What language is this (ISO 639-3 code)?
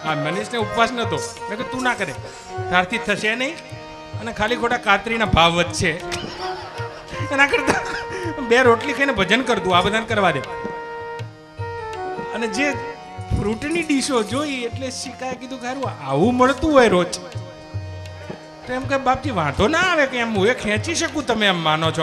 guj